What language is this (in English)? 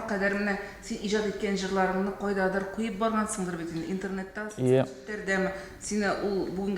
Tatar